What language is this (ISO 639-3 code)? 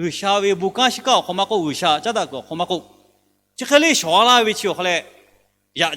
lhu